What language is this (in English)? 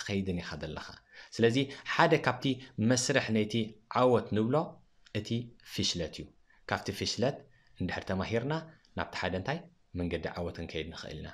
Tigrinya